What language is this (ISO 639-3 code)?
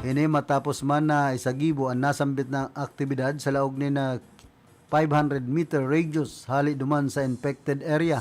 bik